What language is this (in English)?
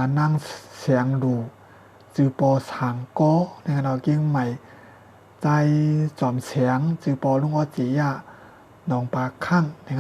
Shan